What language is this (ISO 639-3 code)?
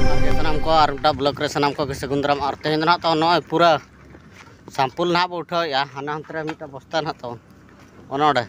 sat